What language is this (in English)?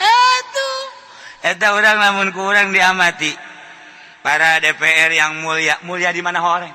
Sundanese